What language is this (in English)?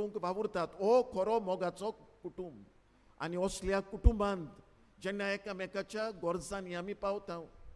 Konkani